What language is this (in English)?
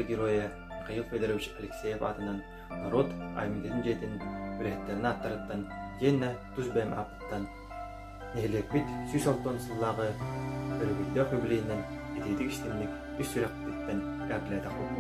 Yakut